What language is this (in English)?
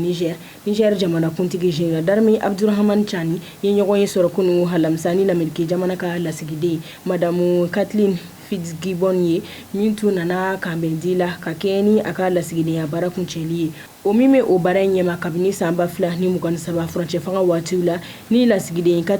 Bambara